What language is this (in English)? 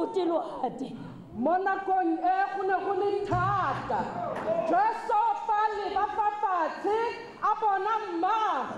Tswana